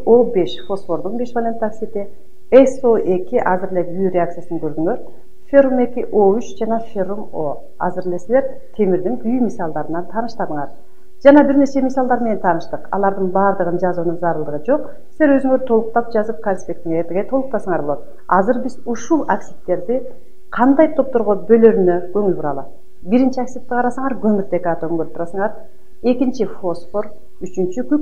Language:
Kyrgyz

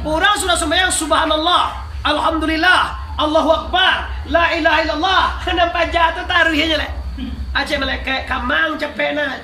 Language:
Minangkabau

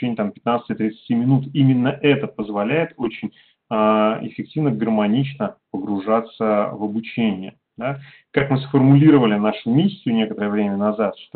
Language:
Russian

